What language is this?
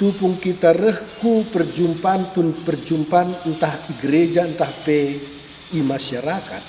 Batak Karo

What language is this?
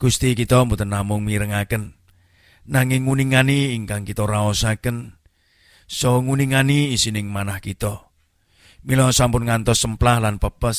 Javanese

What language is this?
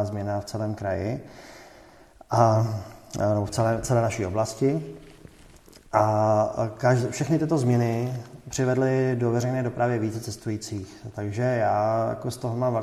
Czech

